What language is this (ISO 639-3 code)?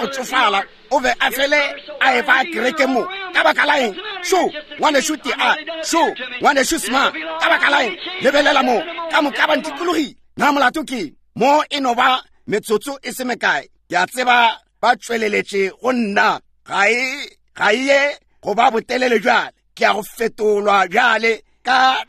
nso